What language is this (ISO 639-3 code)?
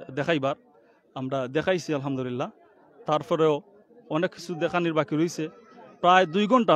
syl